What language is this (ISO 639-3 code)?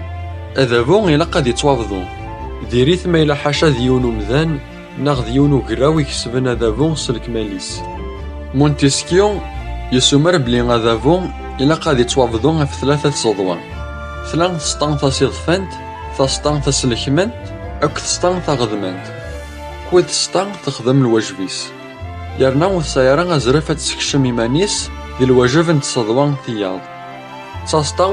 kab